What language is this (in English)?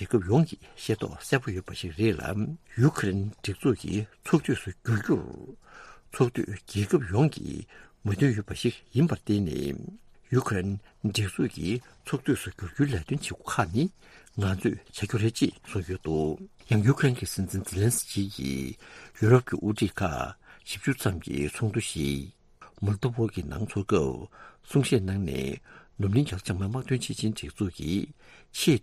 Tibetan